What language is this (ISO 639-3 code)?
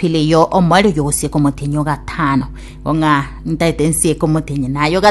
guz